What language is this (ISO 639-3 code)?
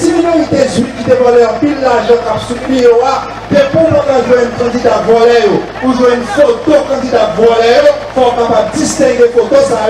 hat